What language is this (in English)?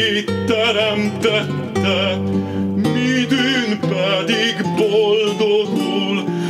Hungarian